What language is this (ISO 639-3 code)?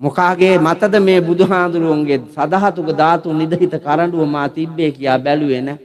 sin